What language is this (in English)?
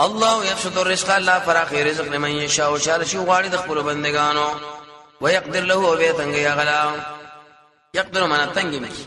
Pashto